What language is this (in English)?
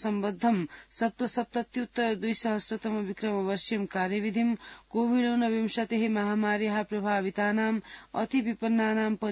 Sanskrit